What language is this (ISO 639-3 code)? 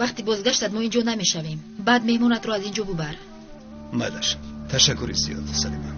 tgk